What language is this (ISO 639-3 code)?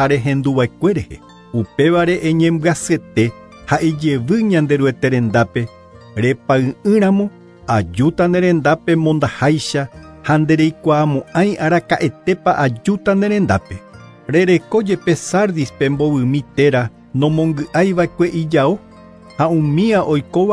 grn